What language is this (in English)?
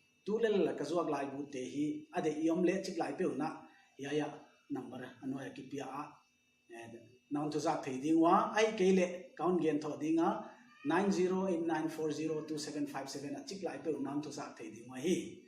Paite Chin